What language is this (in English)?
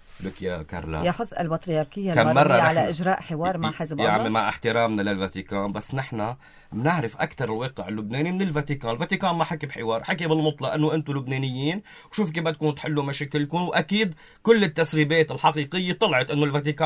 North Levantine Arabic